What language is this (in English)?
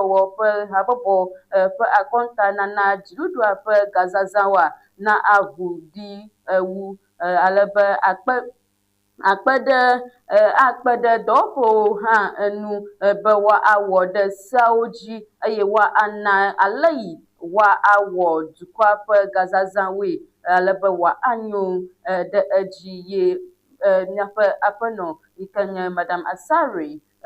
Ewe